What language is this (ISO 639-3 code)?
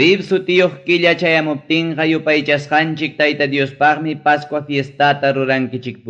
quy